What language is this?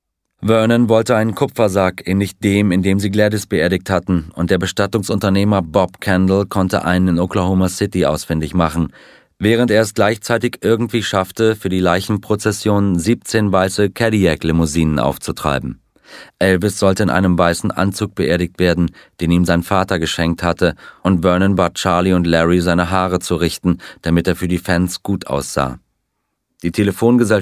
German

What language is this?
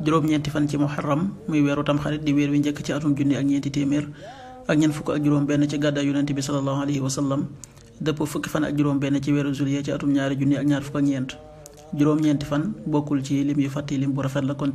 Wolof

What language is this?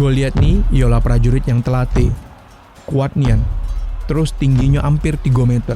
Musi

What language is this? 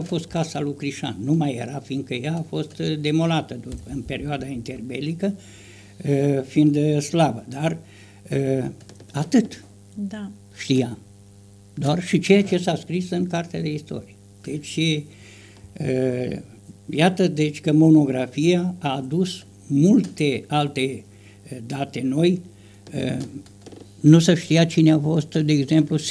Romanian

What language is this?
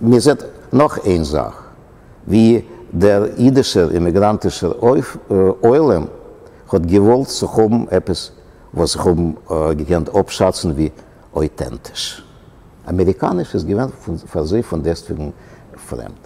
Yiddish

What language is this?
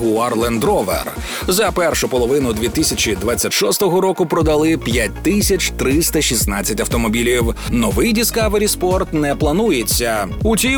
Ukrainian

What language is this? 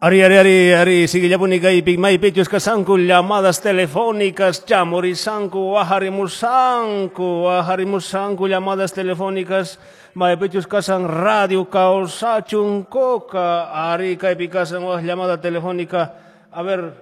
Quechua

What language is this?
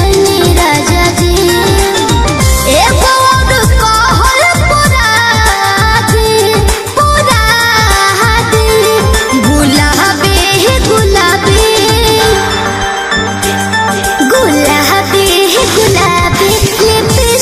Bhojpuri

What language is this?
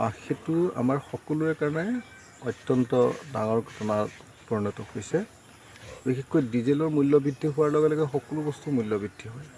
Assamese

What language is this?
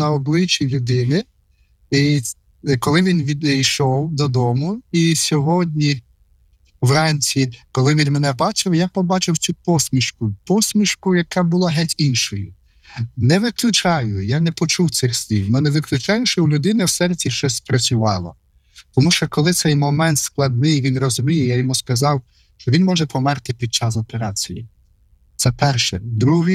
Ukrainian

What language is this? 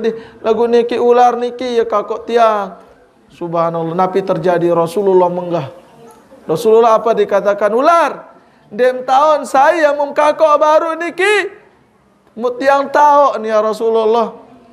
Sasak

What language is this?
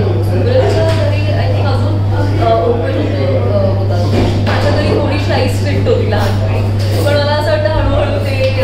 Marathi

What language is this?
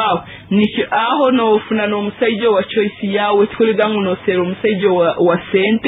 Nyoro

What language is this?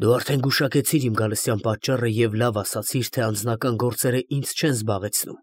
Armenian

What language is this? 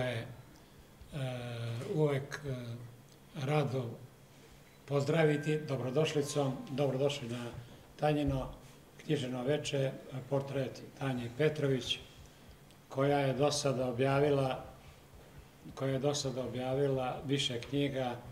Serbian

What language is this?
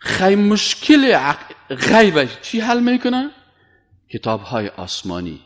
Persian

